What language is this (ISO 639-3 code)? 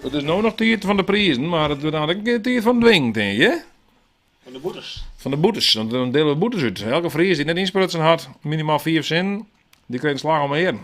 fry